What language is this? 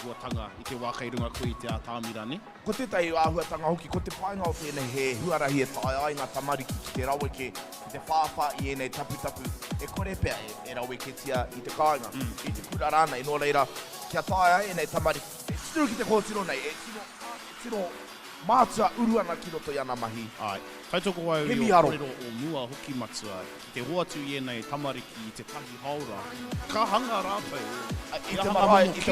Māori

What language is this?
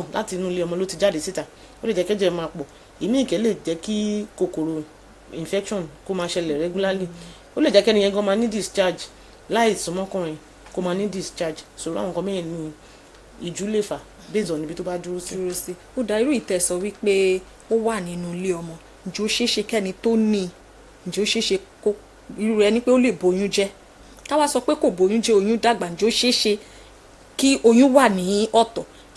Yoruba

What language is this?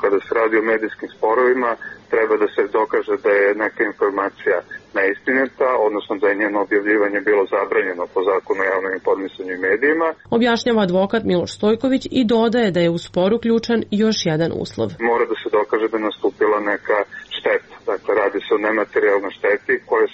Serbian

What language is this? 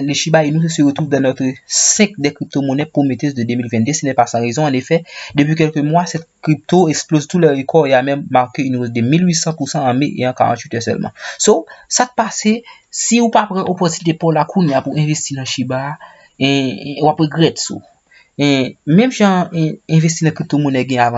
Haitian Creole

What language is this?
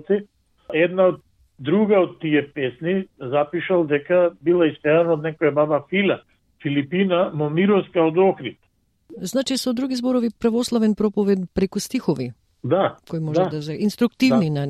Macedonian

